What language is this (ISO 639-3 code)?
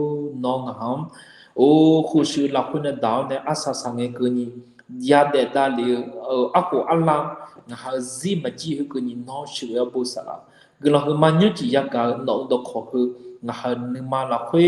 ahk